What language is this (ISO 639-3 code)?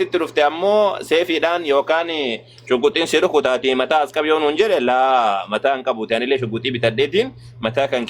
orm